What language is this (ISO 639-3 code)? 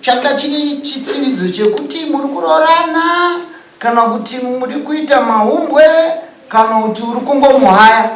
sna